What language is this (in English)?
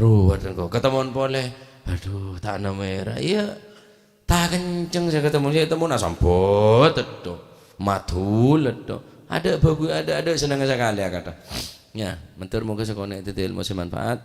Madurese